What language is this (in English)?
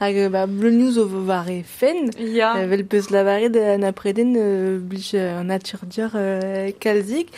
Breton